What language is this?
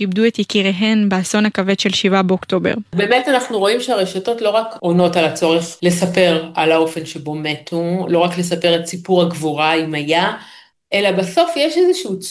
Hebrew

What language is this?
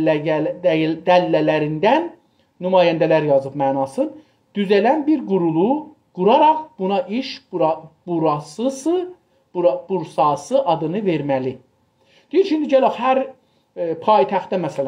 South Azerbaijani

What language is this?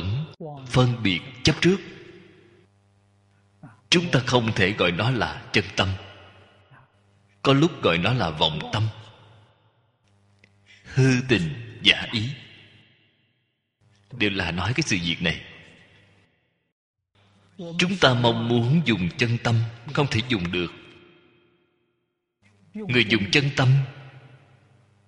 Vietnamese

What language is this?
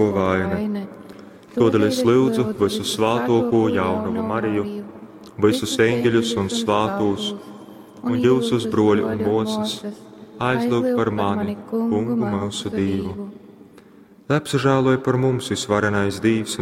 Latgalian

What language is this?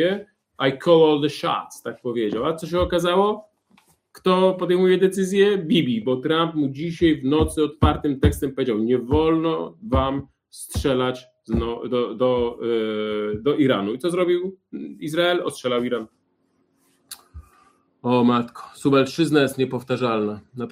Polish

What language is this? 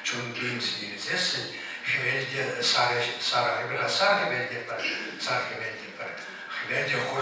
Chuvash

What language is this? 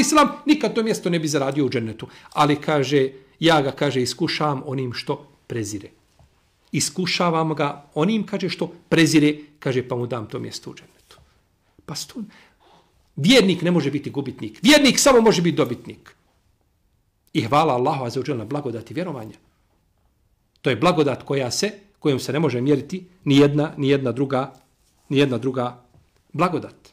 Bosnian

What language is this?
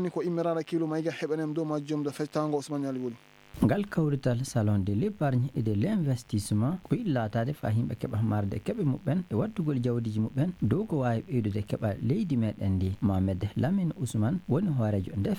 Fula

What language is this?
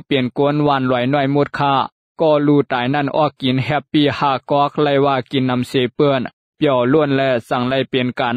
Shan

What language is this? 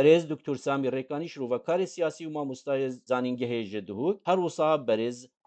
Kurdish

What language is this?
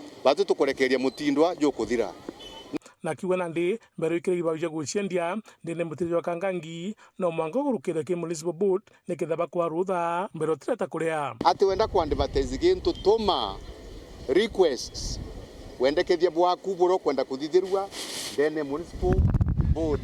Meru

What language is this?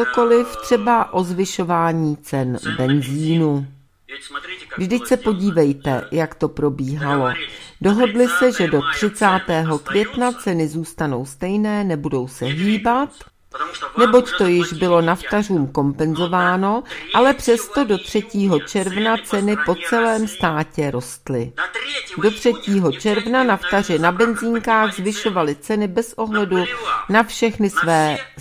Czech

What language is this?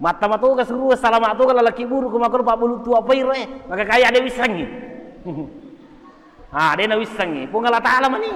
Buginese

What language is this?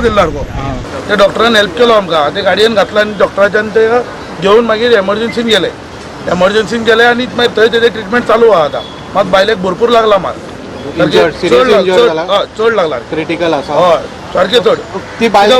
Konkani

